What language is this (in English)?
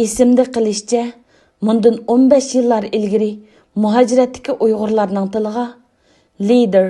Uyghur